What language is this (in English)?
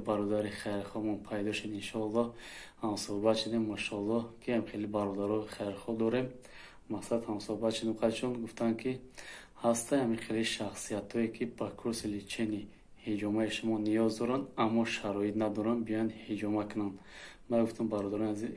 Tajik